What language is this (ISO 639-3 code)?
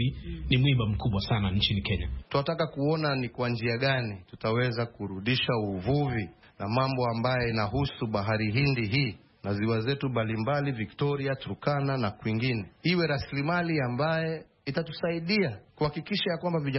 swa